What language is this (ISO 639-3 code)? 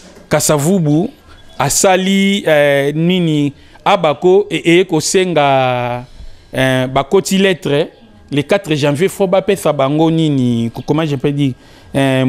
lin